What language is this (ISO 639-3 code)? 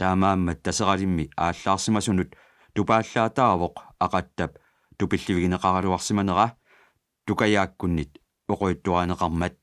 kal